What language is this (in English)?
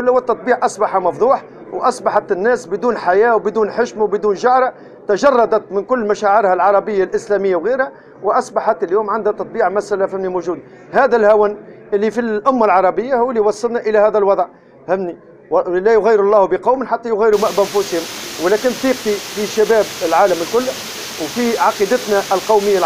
Tunisian Arabic